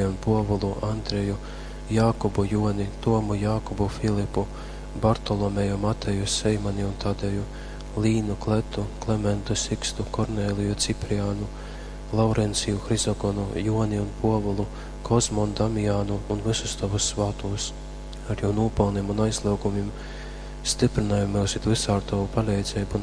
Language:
Latgalian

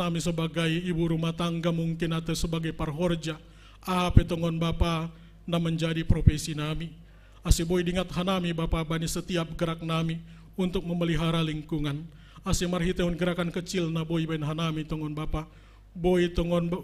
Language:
Batak Simalungun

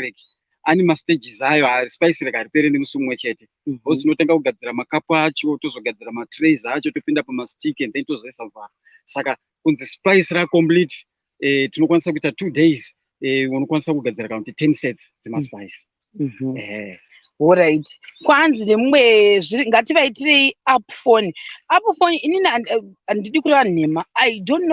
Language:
Shona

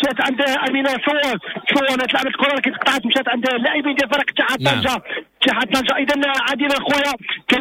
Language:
Moroccan Arabic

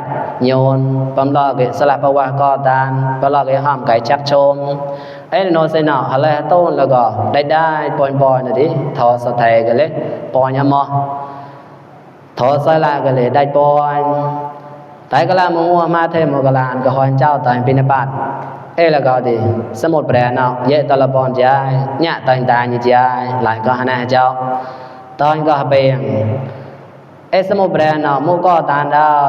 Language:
Mon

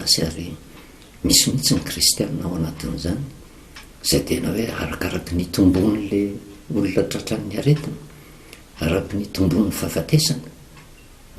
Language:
Malagasy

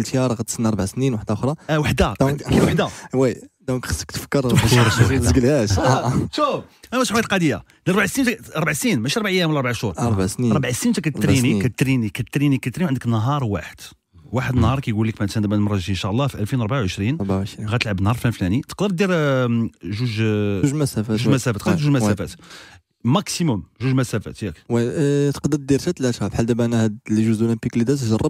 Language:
Moroccan Arabic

